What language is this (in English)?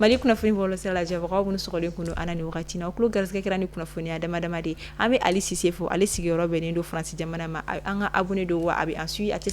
Bambara